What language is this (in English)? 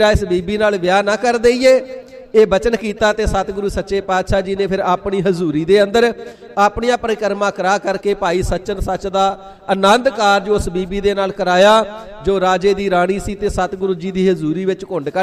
Punjabi